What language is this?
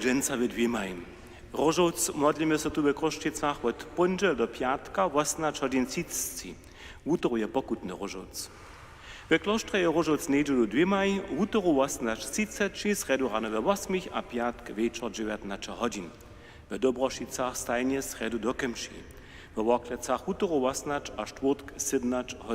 Upper Sorbian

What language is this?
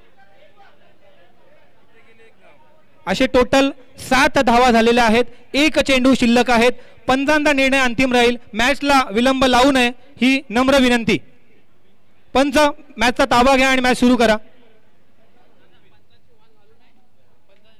Marathi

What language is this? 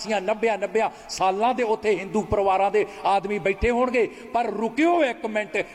Punjabi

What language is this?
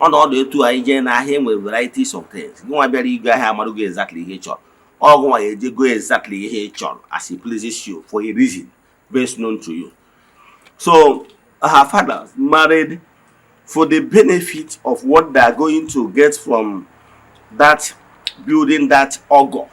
Igbo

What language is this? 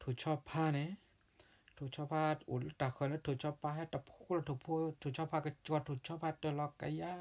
S'gaw Karen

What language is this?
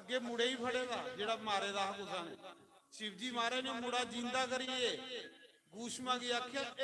Dogri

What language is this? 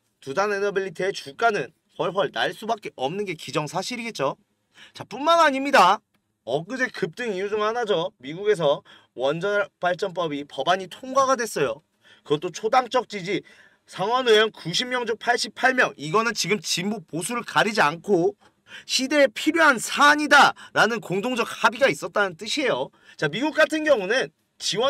Korean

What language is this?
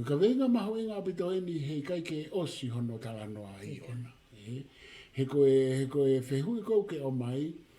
Tongan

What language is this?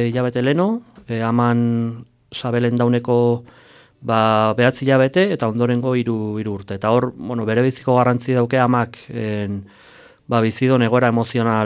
Basque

